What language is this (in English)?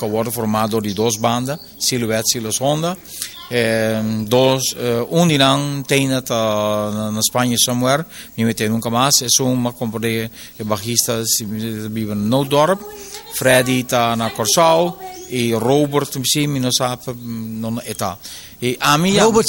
Papiamento